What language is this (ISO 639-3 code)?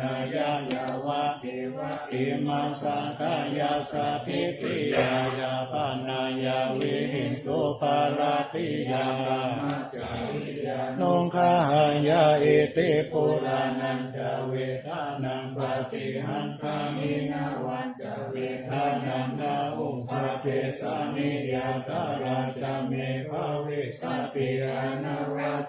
pli